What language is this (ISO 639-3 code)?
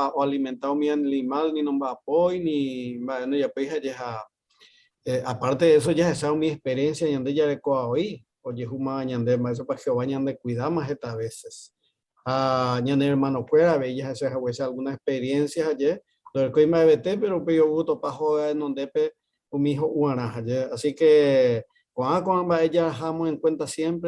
grn